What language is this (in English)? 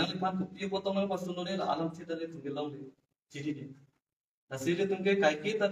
Karbi